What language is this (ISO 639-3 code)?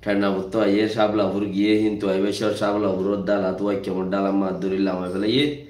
rhg